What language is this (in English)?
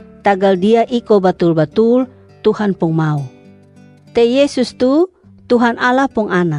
Kupang Malay